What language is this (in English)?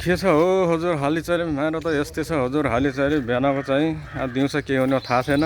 Nepali